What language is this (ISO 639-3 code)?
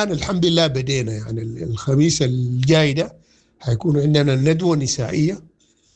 apd